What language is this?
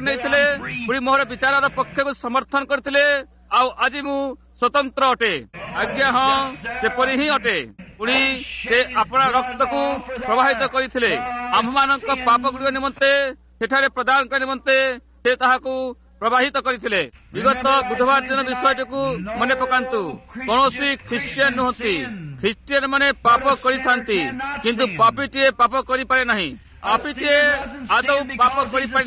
Odia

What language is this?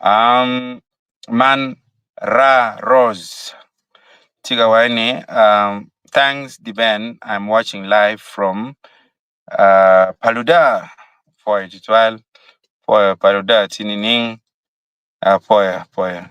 Acoli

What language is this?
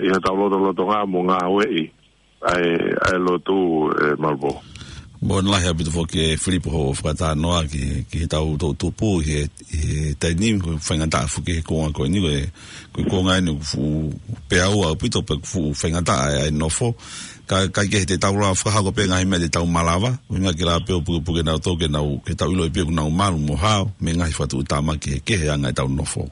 Tongan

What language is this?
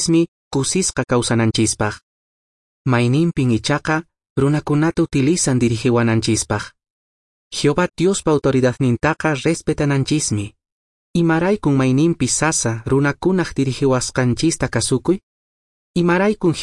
Quechua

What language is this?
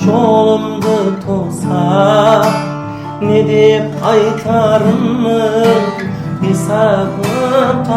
Kara-Kalpak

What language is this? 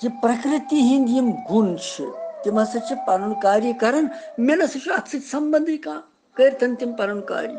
Kashmiri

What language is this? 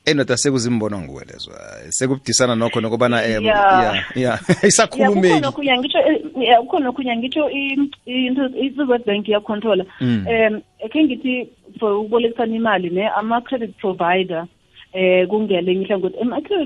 South Ndebele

